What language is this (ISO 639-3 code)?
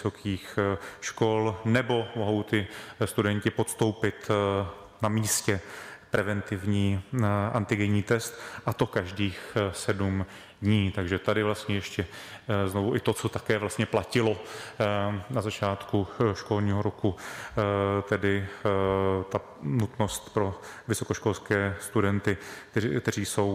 ces